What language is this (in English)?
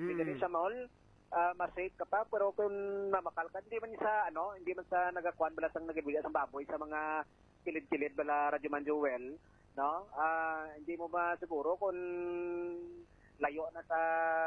Hiligaynon